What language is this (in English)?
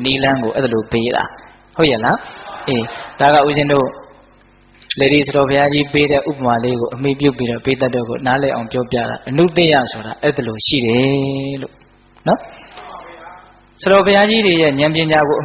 Burmese